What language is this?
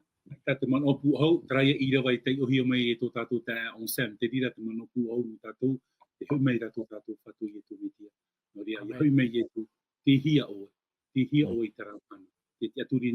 Tahitian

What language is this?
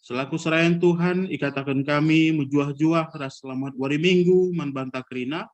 Batak Karo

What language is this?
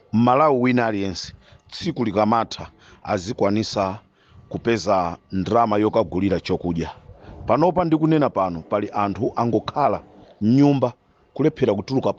Nyanja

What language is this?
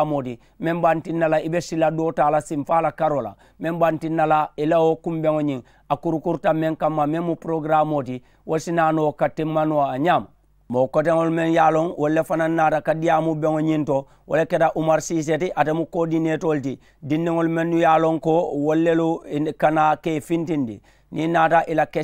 Mandingo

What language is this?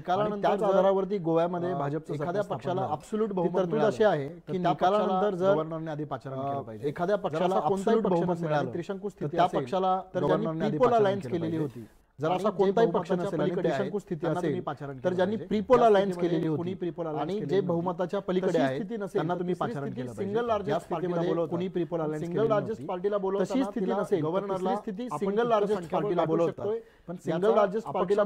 Marathi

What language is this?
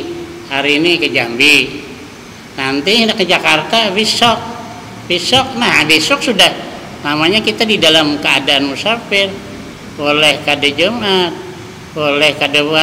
Banjar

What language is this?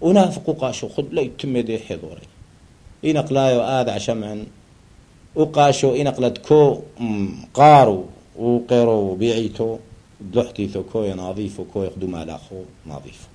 Turoyo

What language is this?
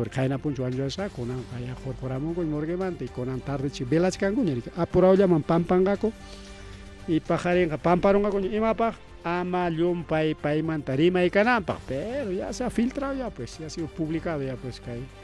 Ayacucho Quechua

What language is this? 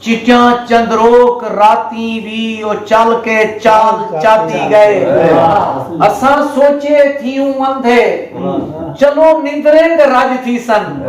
Saraiki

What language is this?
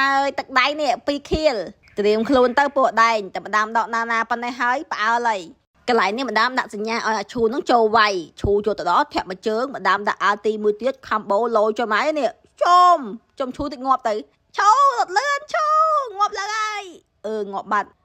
Khmer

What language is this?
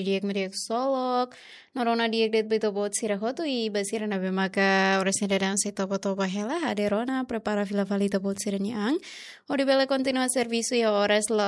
Tetum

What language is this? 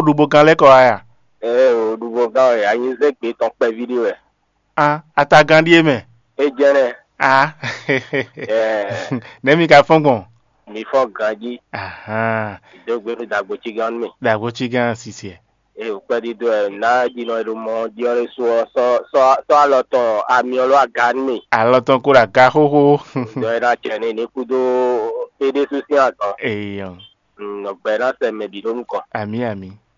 Fon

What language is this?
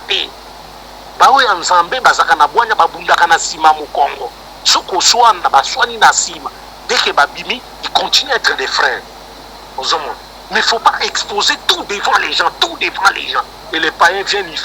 Lingala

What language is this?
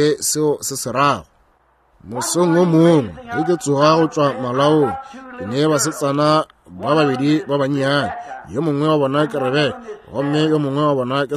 Northern Sotho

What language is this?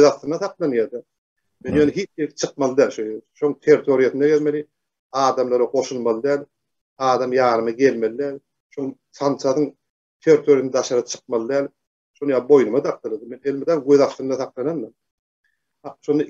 Turkmen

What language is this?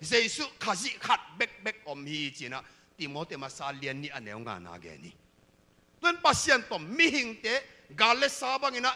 Tedim Chin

